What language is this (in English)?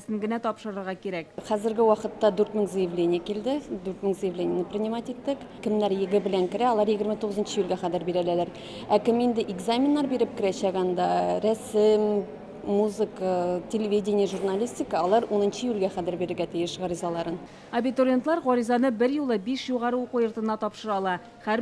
Tatar